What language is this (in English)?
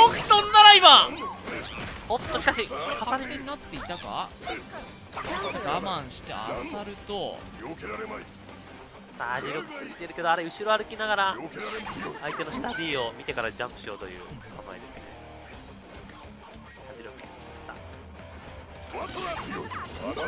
Japanese